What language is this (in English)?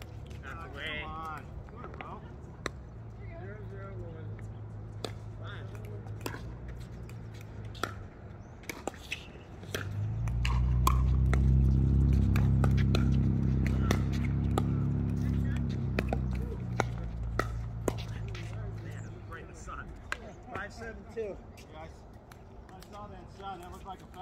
English